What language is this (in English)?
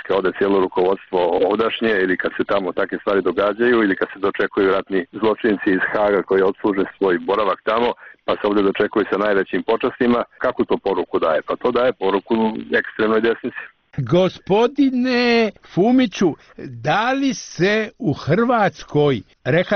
Croatian